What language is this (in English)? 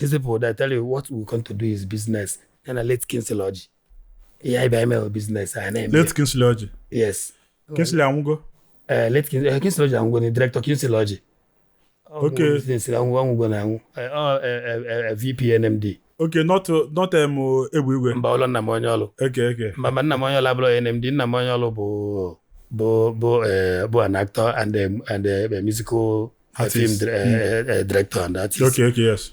Igbo